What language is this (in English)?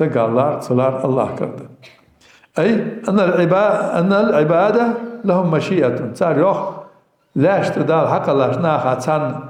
Ingush